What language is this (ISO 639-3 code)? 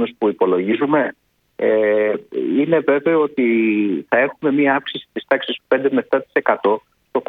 ell